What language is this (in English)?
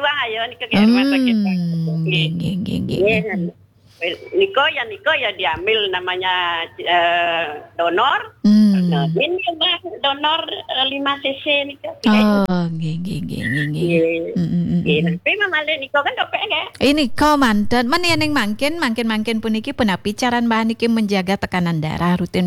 Balinese